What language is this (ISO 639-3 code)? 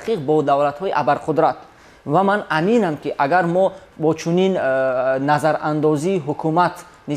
tgk